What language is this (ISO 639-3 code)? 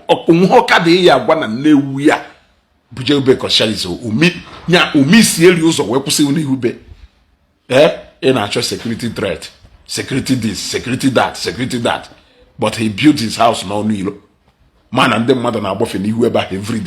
ibo